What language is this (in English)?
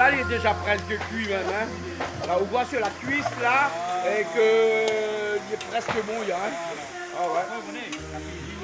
Réunion Creole French